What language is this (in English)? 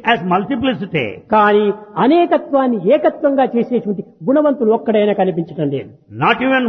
Telugu